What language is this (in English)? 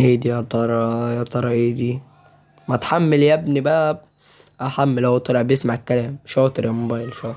Egyptian Arabic